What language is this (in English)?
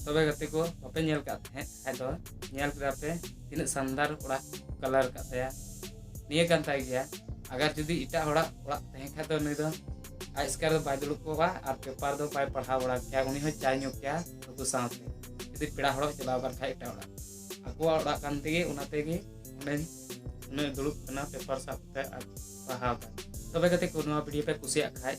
Santali